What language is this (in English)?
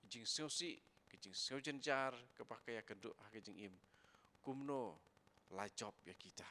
Khasi